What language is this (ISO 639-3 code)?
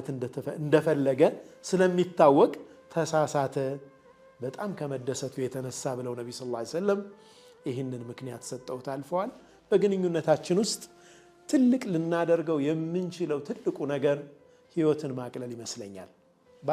amh